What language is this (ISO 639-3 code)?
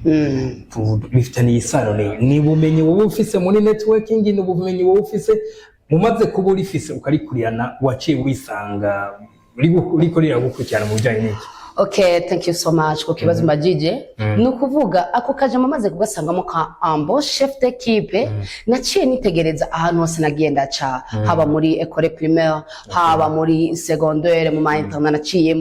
run